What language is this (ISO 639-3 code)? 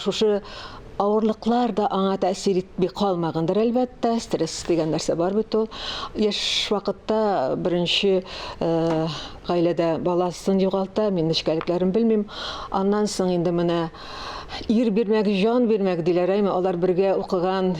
tat